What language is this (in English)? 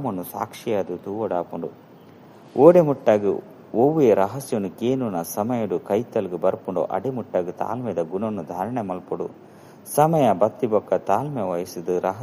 Tulu